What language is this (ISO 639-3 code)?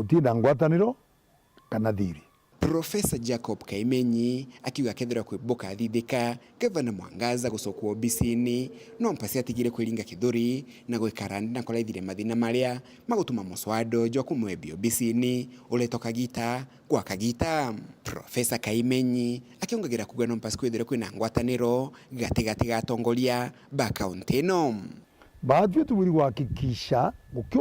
mer